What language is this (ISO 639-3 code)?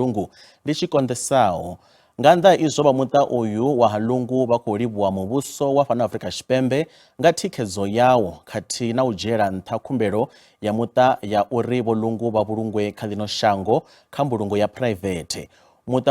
ven